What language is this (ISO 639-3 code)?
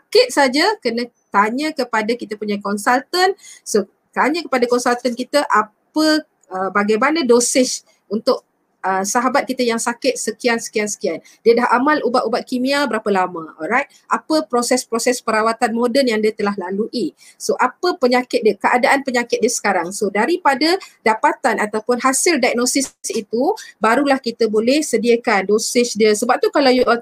msa